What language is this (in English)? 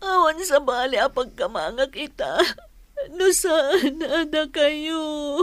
Iloko